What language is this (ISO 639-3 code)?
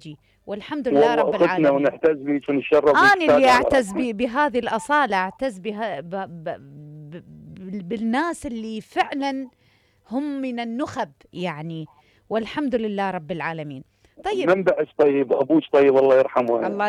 acm